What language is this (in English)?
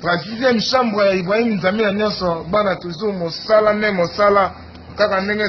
Lingala